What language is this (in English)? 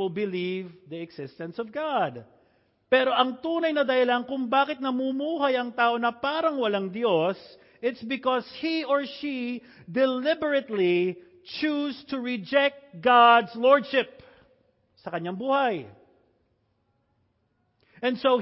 Filipino